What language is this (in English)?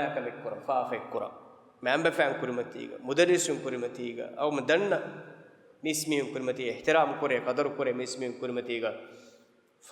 Divehi